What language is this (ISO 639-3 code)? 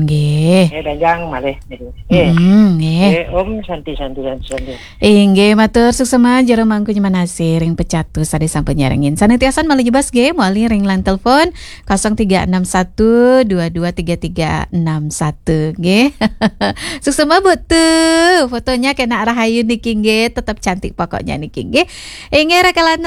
ban